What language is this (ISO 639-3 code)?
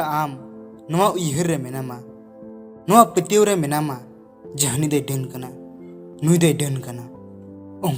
sat